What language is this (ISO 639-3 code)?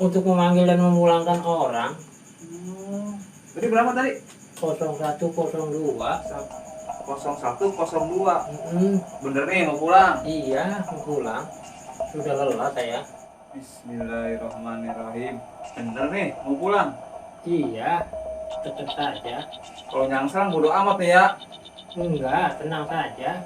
bew